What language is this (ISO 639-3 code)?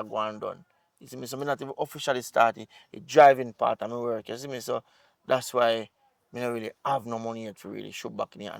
jam